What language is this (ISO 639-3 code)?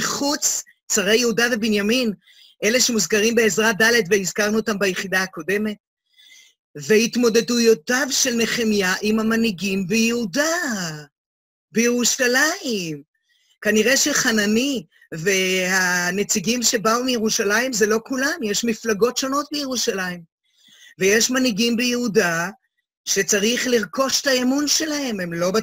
heb